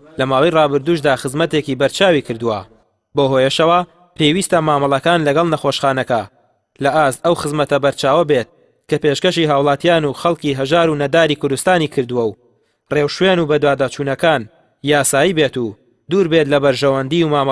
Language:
Central Kurdish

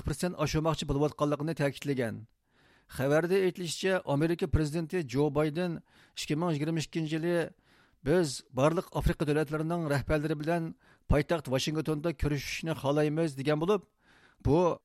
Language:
Uyghur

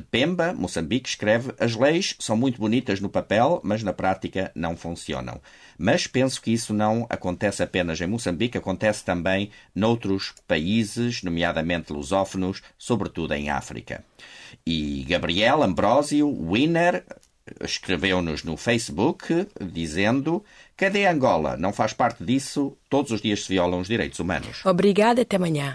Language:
Portuguese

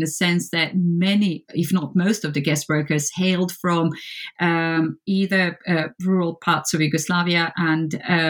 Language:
English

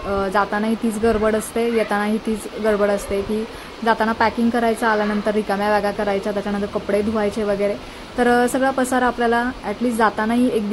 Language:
Marathi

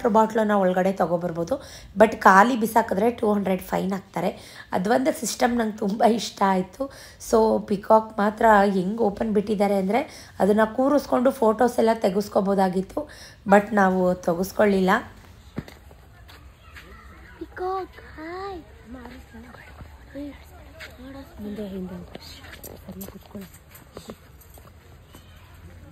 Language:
Kannada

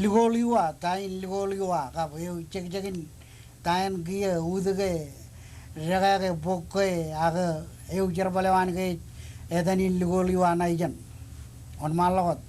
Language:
Marshallese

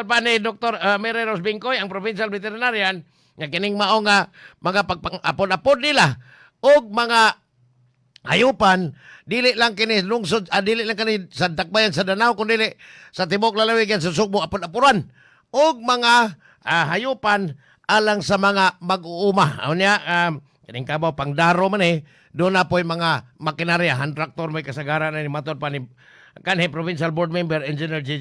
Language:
Cebuano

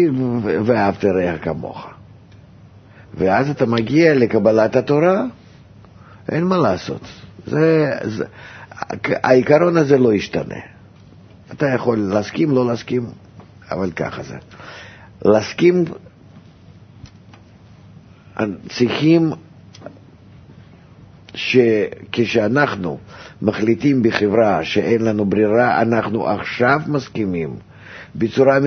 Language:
Hebrew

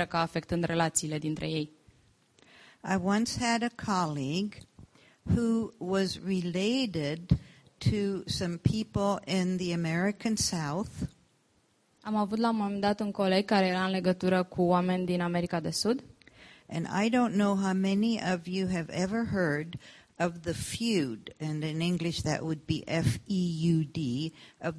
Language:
Romanian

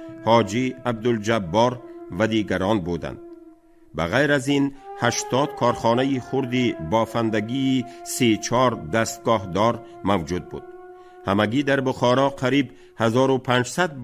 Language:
Tajik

